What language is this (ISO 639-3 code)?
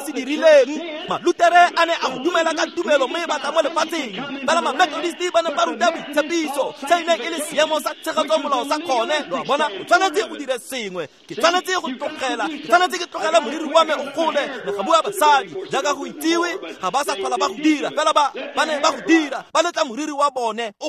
tsn